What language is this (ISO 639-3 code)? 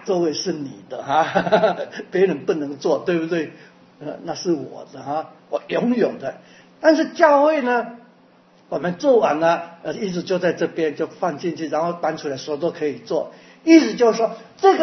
zho